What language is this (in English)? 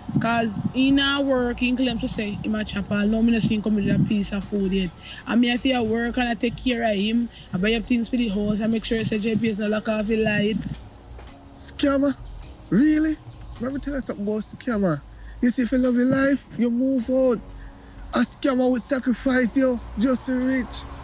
Jamaican Creole English